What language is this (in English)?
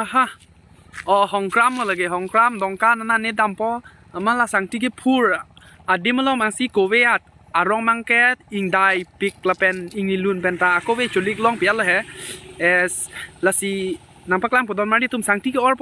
Karbi